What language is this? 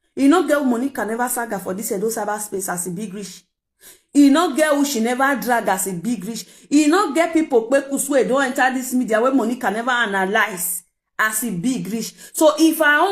Nigerian Pidgin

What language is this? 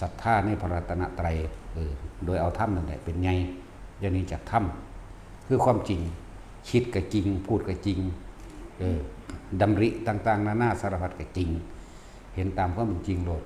Northeastern Thai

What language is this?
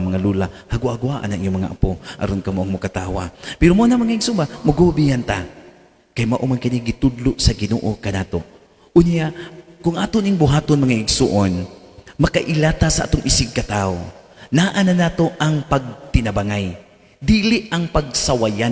Cebuano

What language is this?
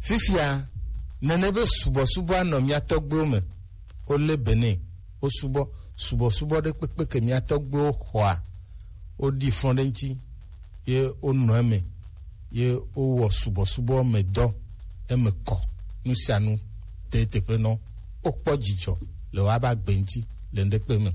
Gen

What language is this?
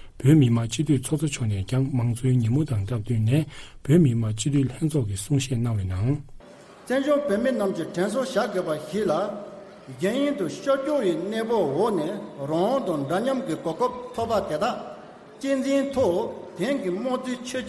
Tibetan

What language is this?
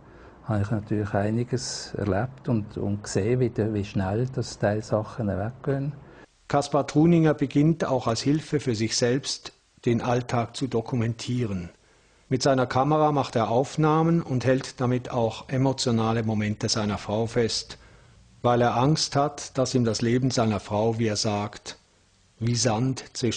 Swiss German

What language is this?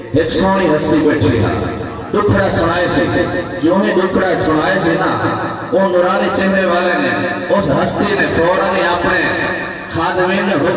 Saraiki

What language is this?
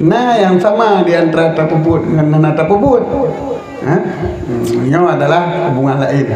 Achinese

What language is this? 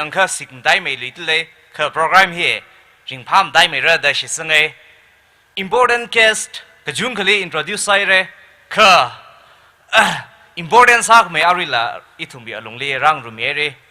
Tangkhul Naga (India)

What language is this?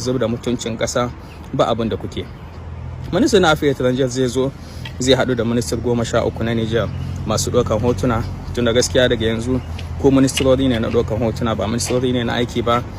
Hausa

